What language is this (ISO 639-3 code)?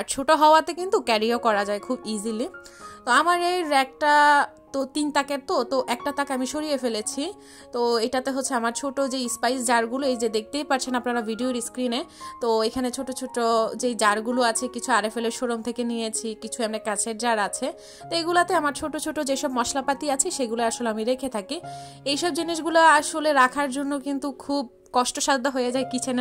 ben